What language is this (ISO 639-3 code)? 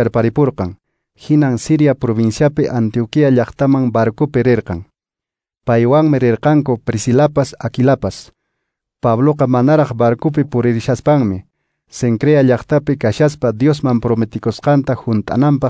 que